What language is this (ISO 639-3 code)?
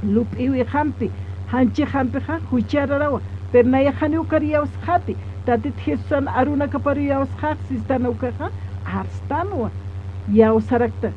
aym